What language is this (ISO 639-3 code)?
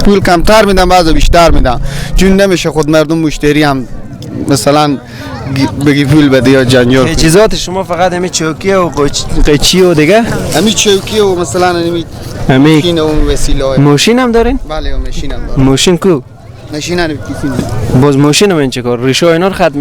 fas